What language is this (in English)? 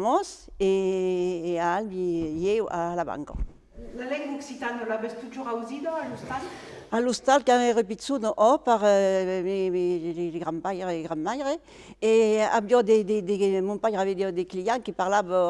Occitan